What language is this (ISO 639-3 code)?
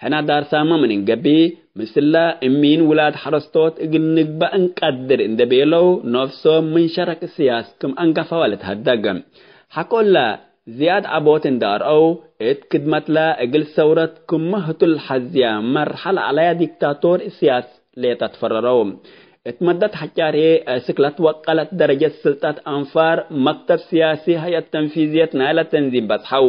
tig